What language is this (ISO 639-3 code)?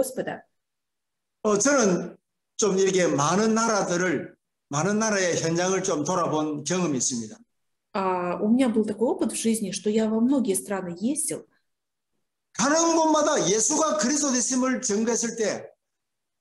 kor